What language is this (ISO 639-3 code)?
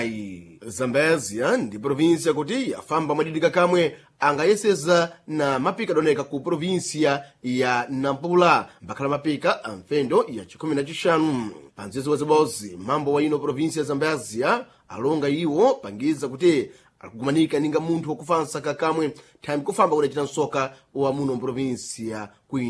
seh